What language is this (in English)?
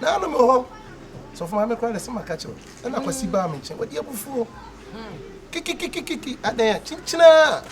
Akan